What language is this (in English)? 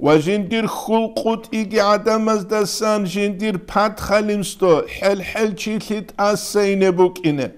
Avaric